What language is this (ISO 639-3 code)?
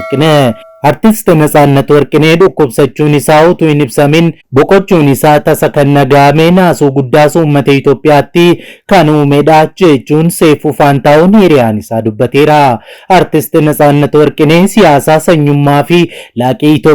orm